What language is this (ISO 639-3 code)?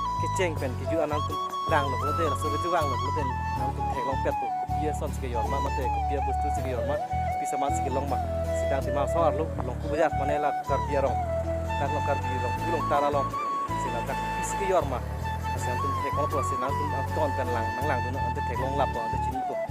mjw